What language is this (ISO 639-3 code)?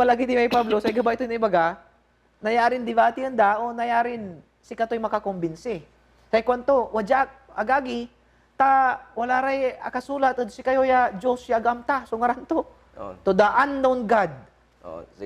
pag